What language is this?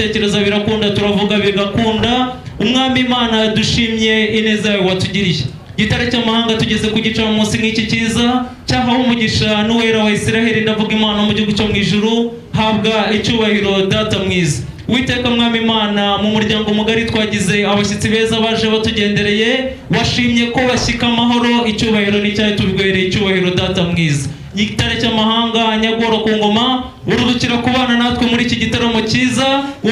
Kinyarwanda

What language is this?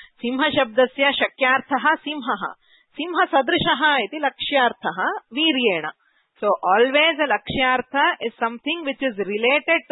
Sanskrit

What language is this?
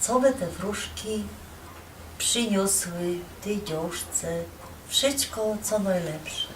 Silesian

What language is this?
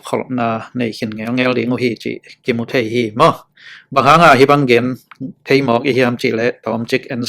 Tedim Chin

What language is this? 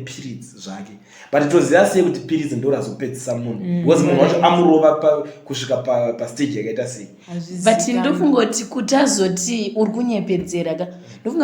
Shona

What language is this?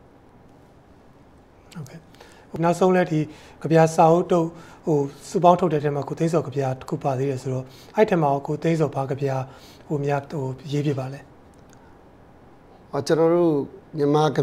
Burmese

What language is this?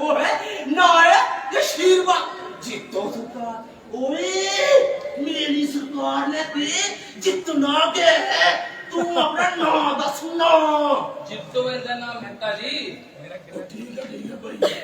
Dogri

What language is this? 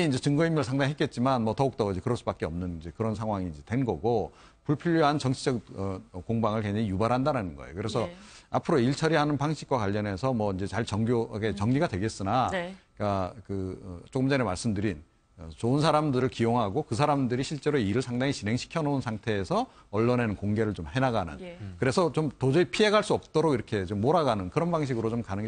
Korean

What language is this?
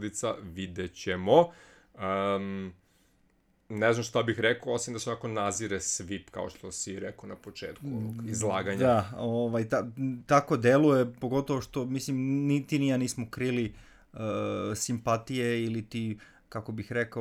Serbian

